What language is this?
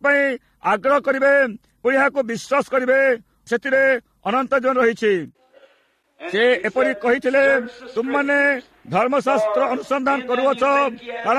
Odia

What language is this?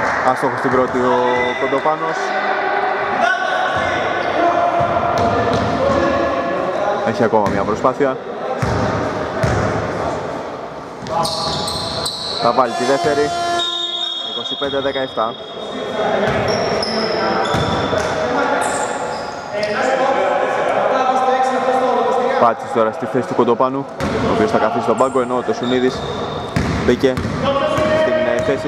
Greek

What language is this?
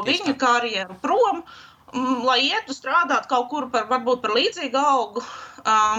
Latvian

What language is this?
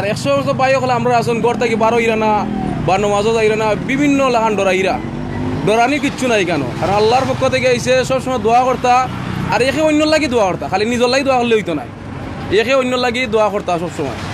Sylheti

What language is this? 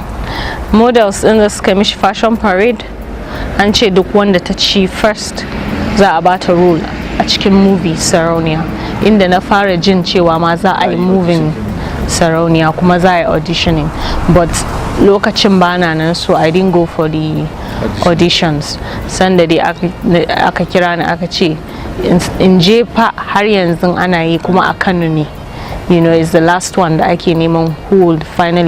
Hausa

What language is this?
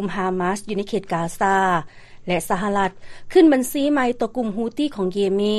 Lao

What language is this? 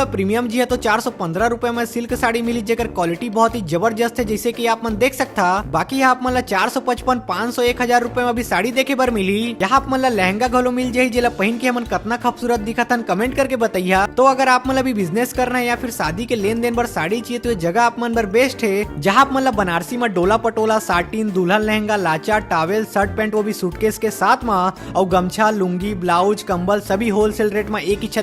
Chhattisgarhi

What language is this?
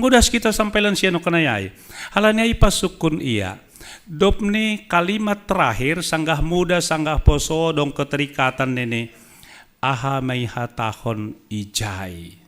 Batak Simalungun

